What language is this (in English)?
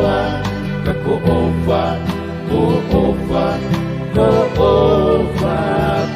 Tongan